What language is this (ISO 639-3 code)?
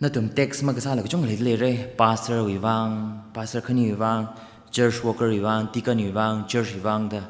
nmf